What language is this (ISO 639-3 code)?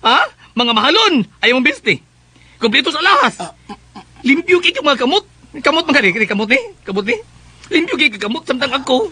ceb